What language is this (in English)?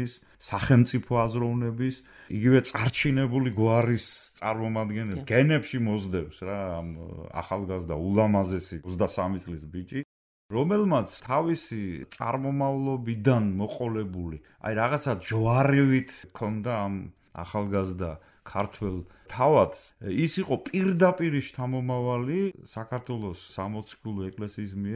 Georgian